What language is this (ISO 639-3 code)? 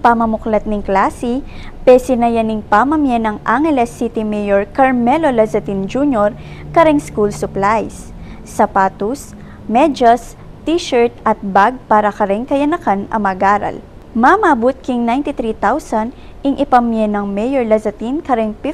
pam